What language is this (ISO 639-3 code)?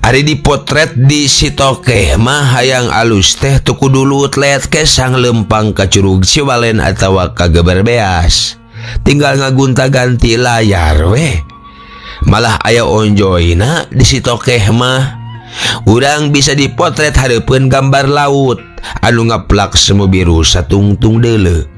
sun